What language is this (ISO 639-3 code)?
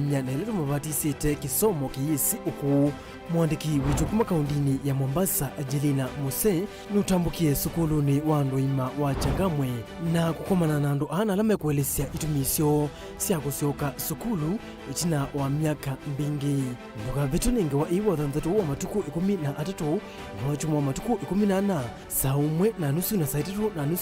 kam